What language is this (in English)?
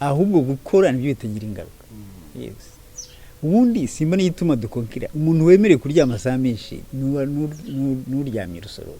Kinyarwanda